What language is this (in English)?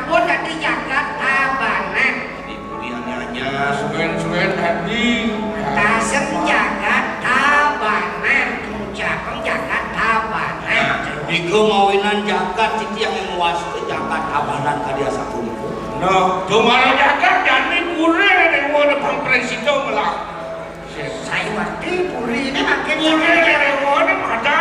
Balinese